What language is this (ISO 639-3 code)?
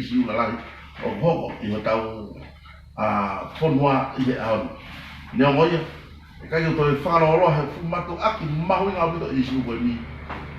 ton